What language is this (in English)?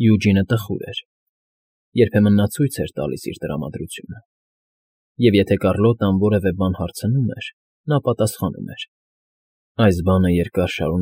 Armenian